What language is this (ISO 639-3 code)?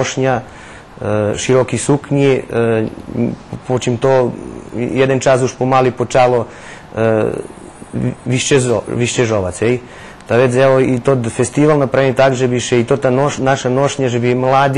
rue